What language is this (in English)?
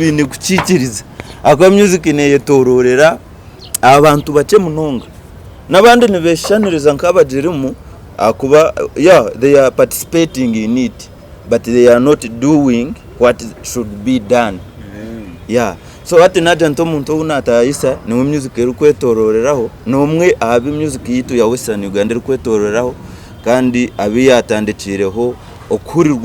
Nyankole